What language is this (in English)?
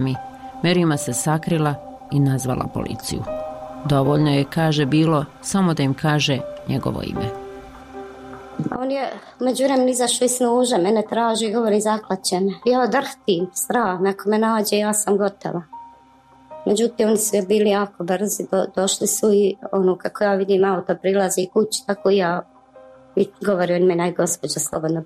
Bosnian